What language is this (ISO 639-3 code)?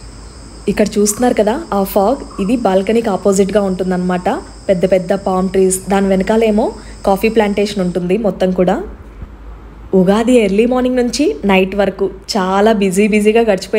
tel